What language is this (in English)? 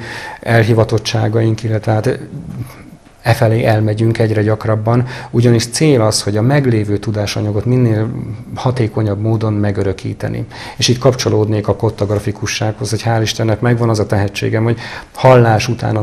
Hungarian